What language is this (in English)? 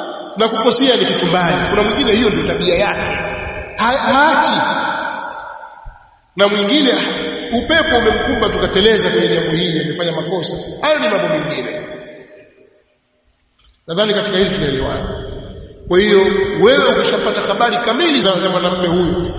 Swahili